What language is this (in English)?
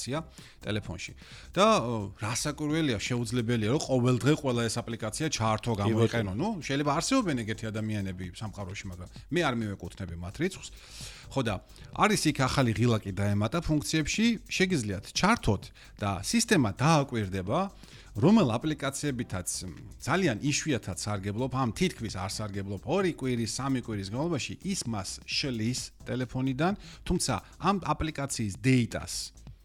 Georgian